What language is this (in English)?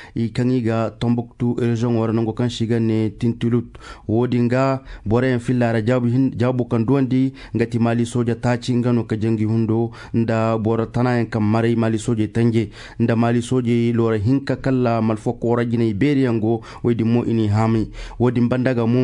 Koyraboro Senni